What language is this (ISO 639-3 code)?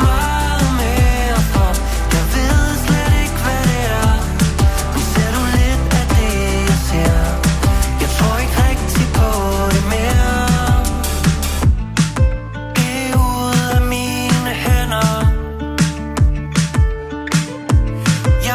dan